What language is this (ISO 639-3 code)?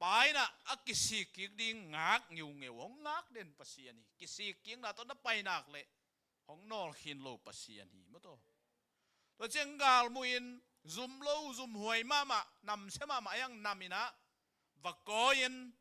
ctd